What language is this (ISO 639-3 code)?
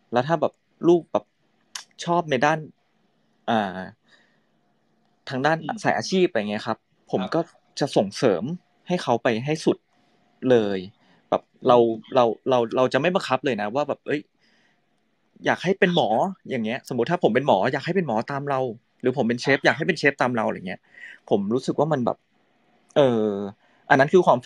tha